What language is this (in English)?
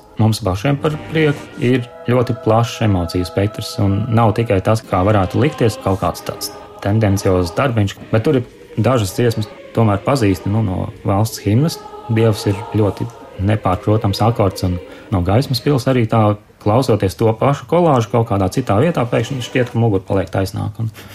Latvian